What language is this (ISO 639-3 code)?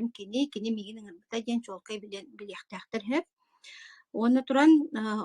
sah